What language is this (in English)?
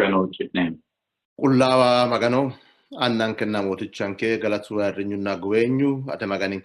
Sidamo